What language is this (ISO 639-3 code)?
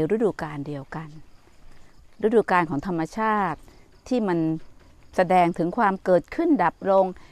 tha